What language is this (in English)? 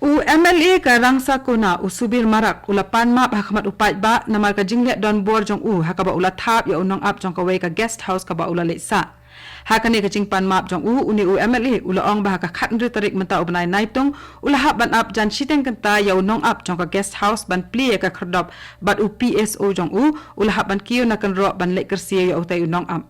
Khasi